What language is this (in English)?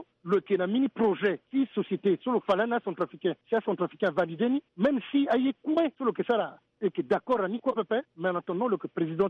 Sango